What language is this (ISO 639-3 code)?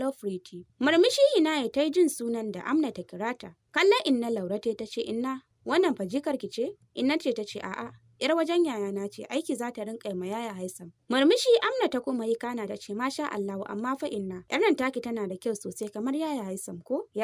hau